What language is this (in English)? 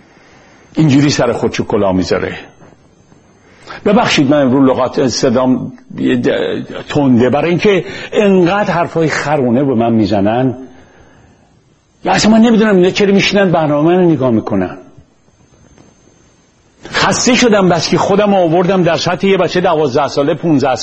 Persian